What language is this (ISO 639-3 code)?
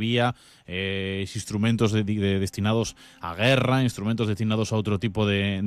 glg